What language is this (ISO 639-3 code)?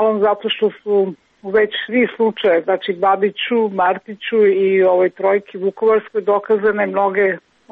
srp